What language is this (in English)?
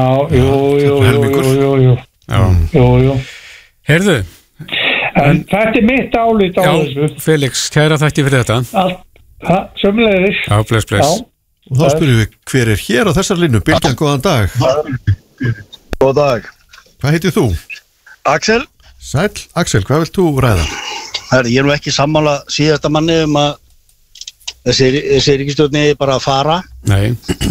Icelandic